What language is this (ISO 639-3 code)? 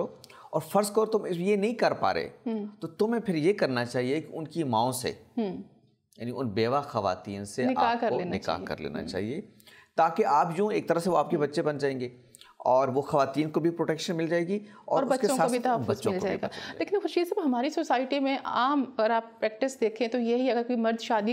urd